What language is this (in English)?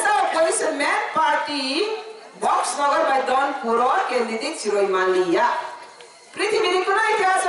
Kok Borok